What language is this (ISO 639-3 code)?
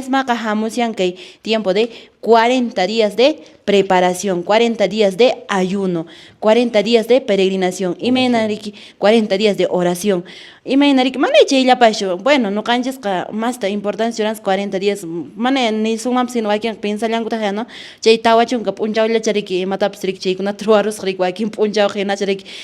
que